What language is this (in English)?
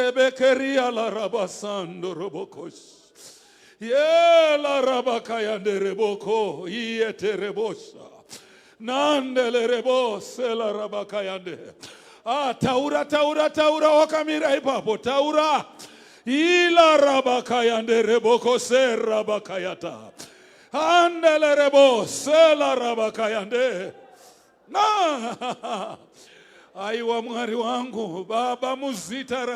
Shona